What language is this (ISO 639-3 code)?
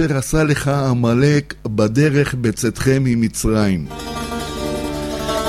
heb